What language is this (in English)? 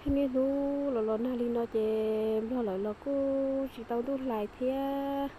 Hmong